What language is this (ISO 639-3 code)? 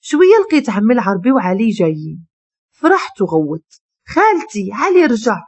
ary